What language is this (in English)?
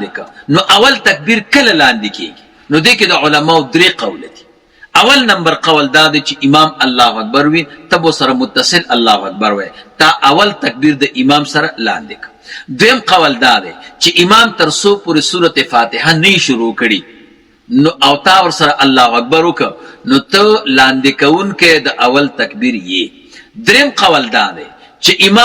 Pashto